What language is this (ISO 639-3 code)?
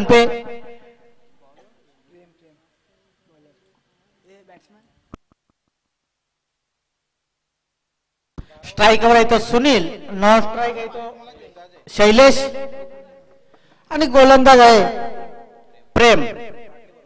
mar